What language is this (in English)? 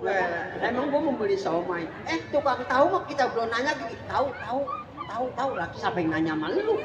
Betawi